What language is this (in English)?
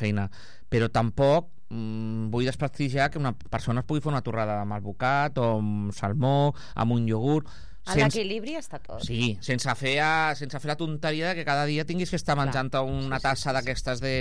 Catalan